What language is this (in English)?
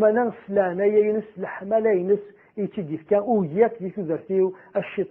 Kabyle